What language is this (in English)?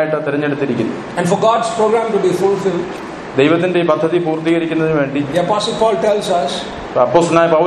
Malayalam